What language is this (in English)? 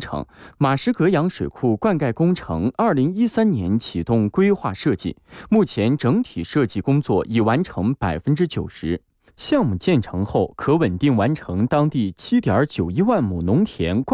Chinese